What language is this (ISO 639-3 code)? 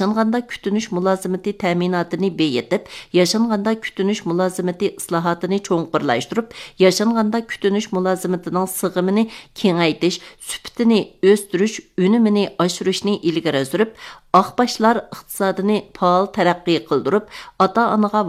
uig